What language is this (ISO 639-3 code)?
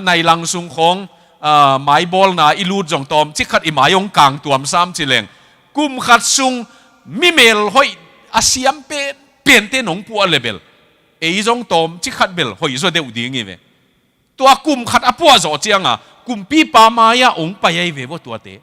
ctd